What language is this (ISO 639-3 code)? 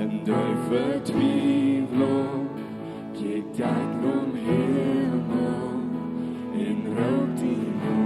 pdt